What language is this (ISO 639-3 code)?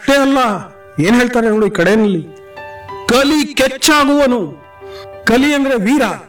kan